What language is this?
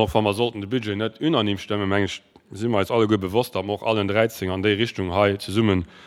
Luxembourgish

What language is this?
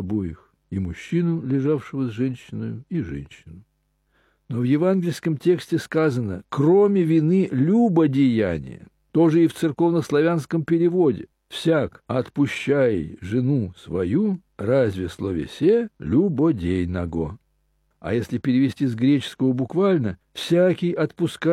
Russian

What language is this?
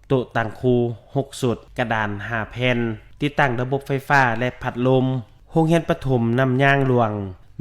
Lao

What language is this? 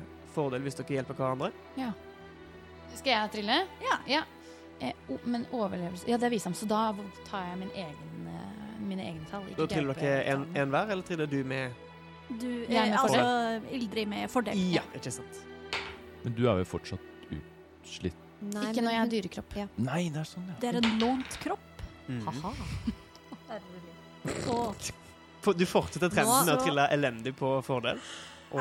Norwegian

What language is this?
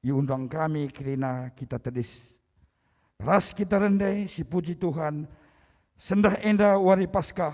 Batak Karo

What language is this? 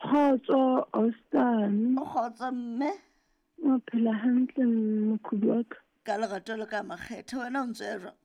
Southern Sotho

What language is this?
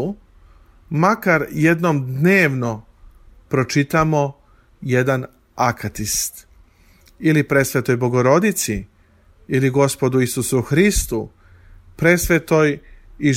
Serbian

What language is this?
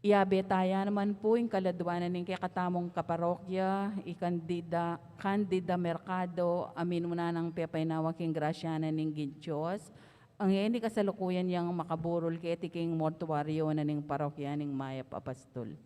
Pampanga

